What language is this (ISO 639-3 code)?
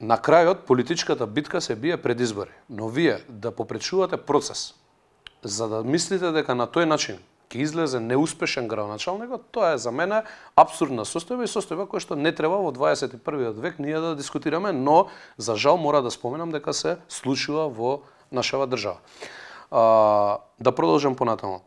mkd